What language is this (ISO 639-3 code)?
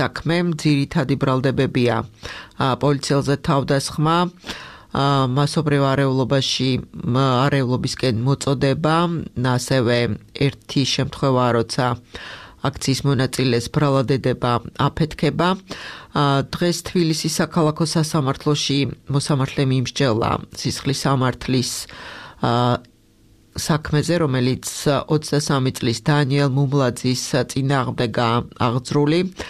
kat